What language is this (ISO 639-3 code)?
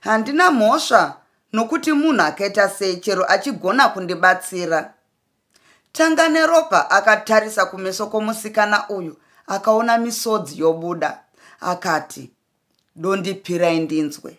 sna